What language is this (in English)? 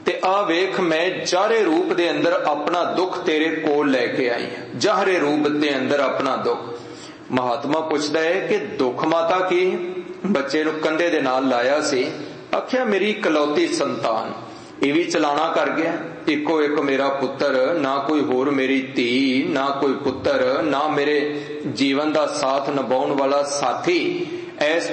Punjabi